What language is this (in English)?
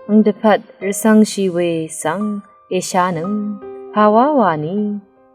Rawang